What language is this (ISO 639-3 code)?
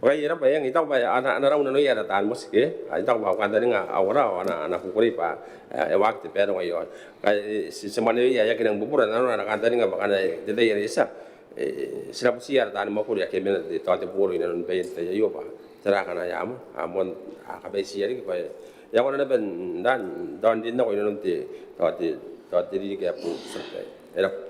gil